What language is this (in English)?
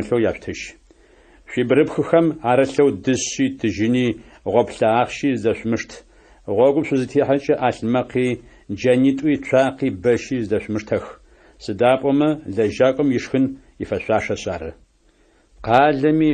Adyghe